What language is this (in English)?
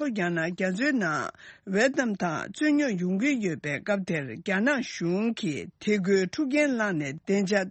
Tibetan